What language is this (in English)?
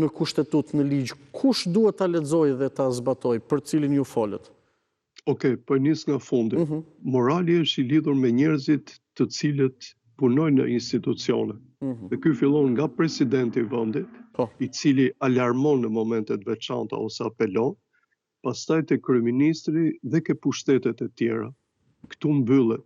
Albanian